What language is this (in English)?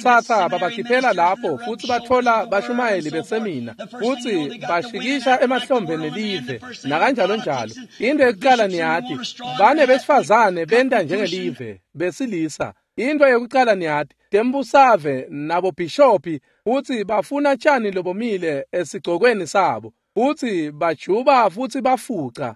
Swati